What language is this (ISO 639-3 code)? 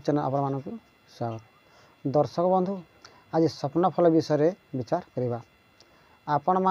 ori